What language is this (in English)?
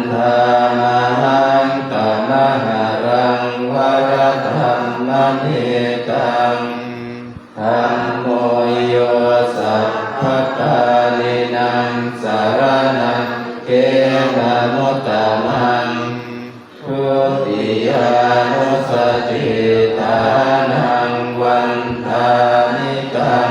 Pali